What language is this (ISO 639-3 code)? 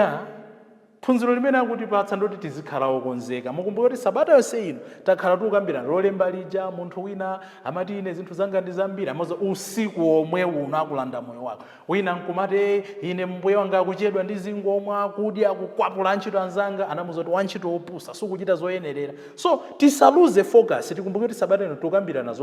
nya